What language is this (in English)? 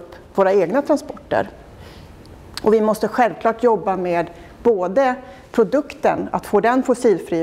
Swedish